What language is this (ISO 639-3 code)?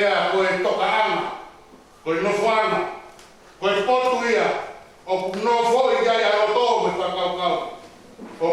ton